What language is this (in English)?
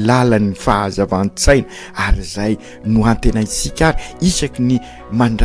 Malagasy